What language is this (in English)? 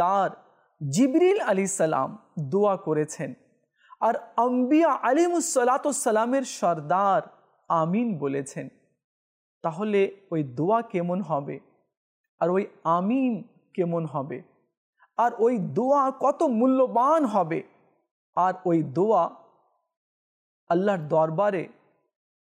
Bangla